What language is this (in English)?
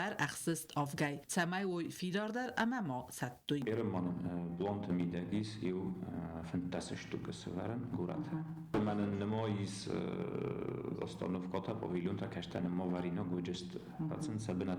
Ossetic